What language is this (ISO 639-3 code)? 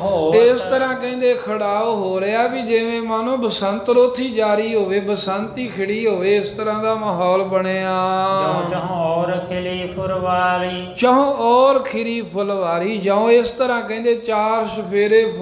pan